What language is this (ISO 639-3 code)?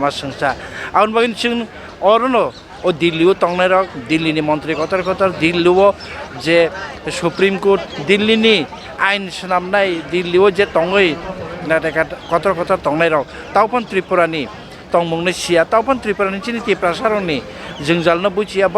trp